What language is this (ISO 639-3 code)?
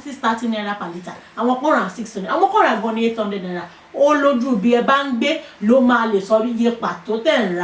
yor